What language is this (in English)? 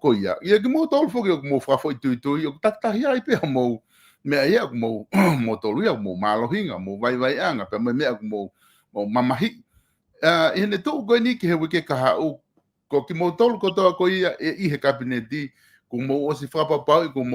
Tongan